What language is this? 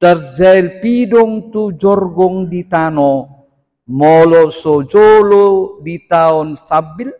Batak Toba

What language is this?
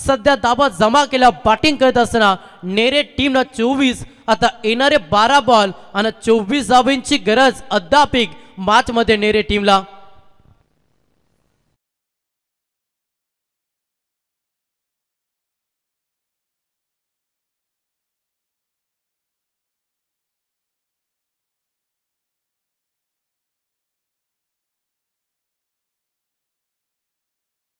Marathi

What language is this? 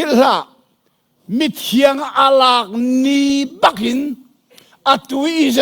Hakha Chin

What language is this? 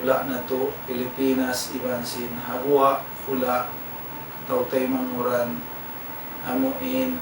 Tausug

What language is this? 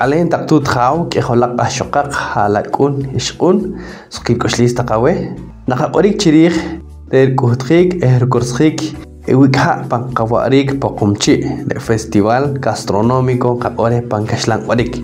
Poqomchi'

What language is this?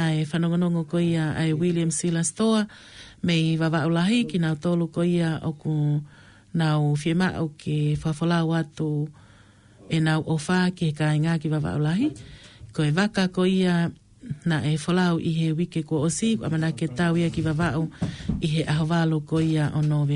Tongan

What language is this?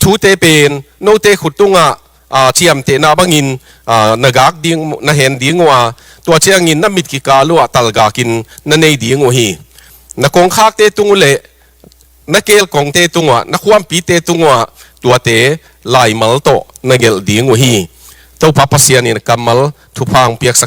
Tedim Chin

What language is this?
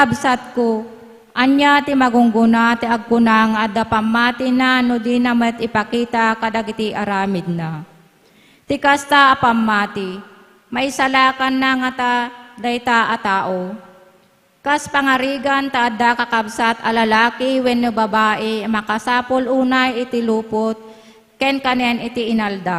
Iloko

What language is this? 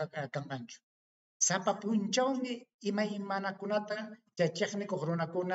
Ayacucho Quechua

